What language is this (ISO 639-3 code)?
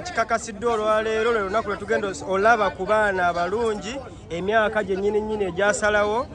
lug